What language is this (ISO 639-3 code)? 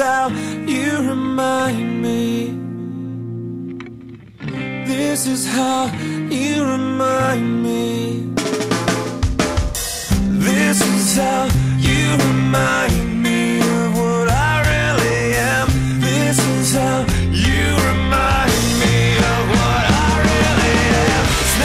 eng